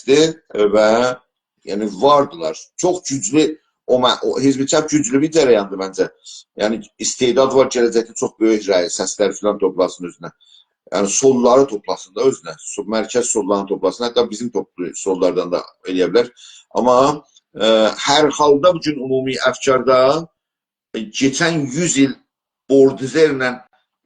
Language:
South Azerbaijani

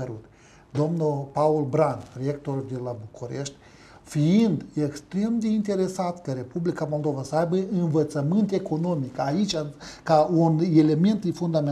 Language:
Romanian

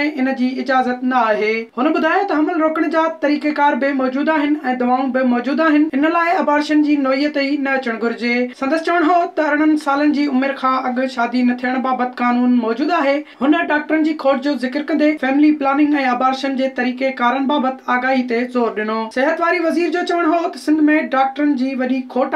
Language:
Sindhi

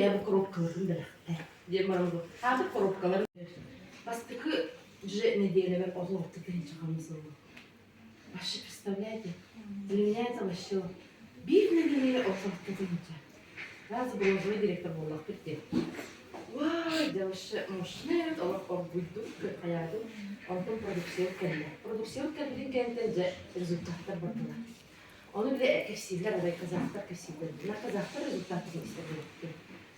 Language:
Yakut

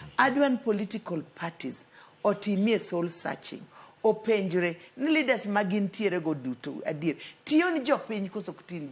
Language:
Luo (Kenya and Tanzania)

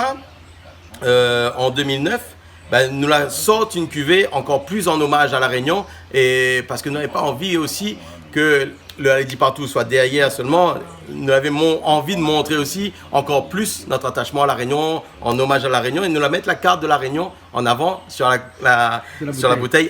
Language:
Réunion Creole French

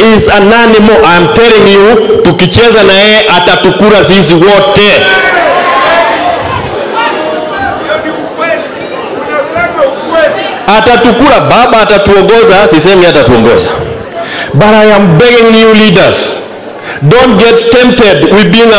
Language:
Swahili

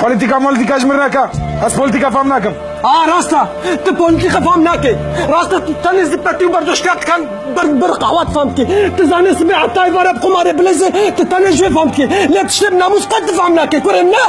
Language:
Kurdish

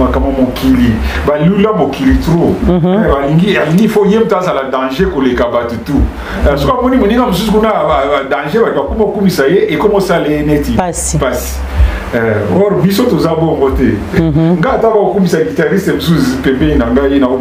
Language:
Lingala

